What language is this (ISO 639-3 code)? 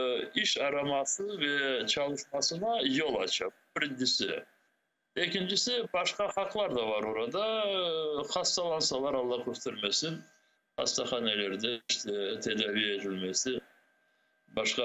crh